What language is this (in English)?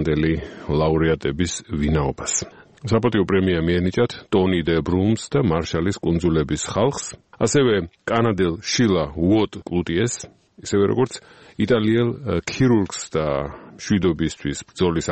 Georgian